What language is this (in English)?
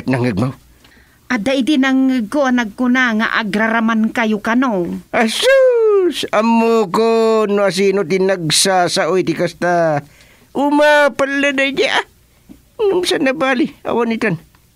Iloko